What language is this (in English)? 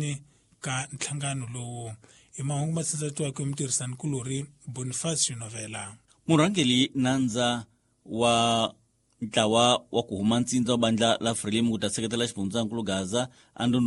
Tsonga